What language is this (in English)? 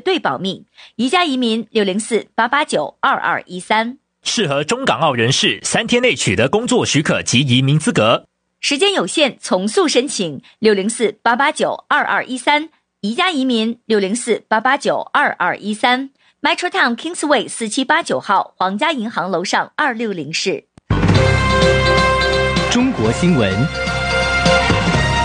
Chinese